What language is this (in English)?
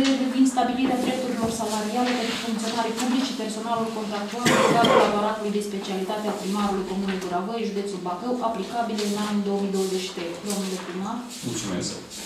Romanian